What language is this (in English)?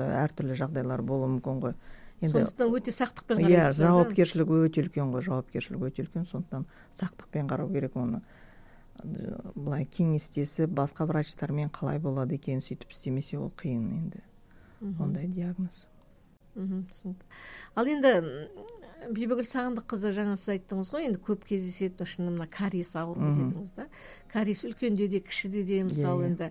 Kazakh